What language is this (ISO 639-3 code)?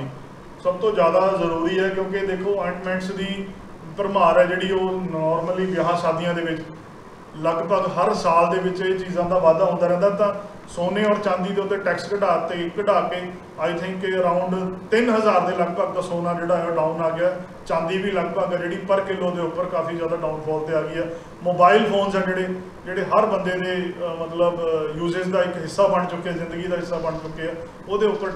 pan